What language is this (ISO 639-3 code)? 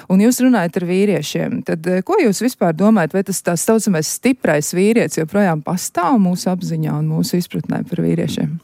lav